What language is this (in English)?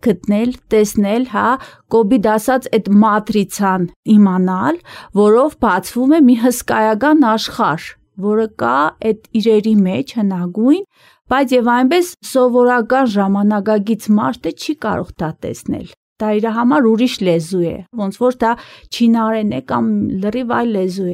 Armenian